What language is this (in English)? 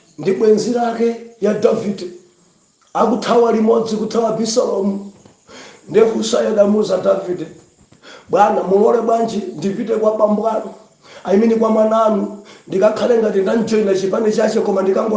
Nyanja